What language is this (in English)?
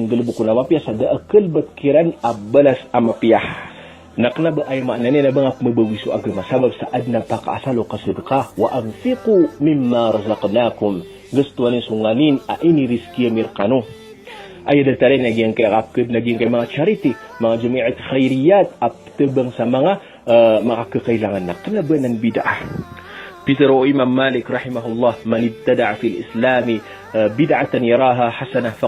Maranao